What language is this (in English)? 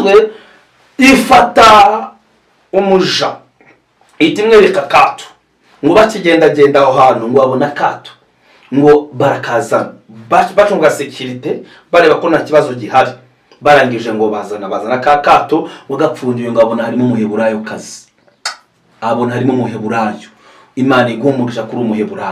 Kinyarwanda